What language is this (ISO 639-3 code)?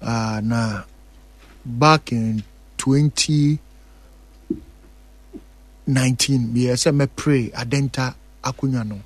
aka